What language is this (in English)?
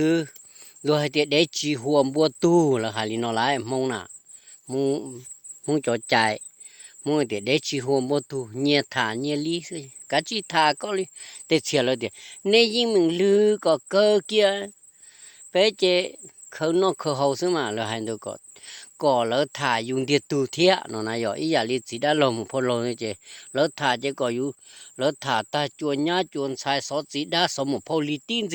Hmong